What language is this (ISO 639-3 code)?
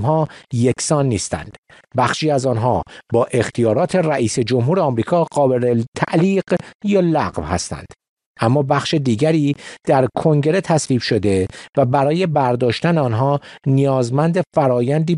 fas